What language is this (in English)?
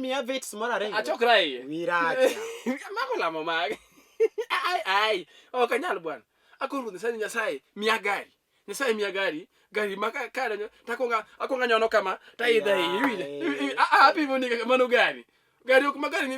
Luo (Kenya and Tanzania)